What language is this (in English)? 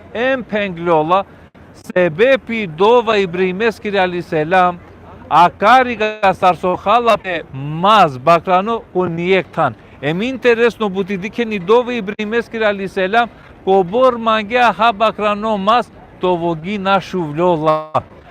Balkan Romani